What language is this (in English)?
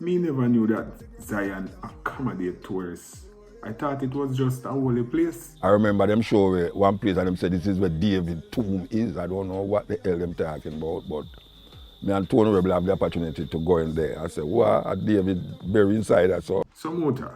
Jamaican Creole English